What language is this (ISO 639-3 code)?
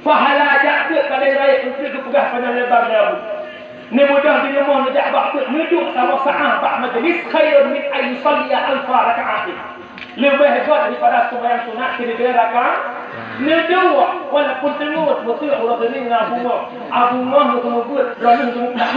ace